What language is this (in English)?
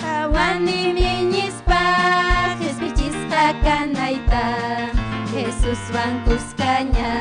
Ayacucho Quechua